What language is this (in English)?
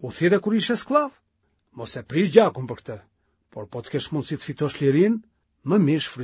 Albanian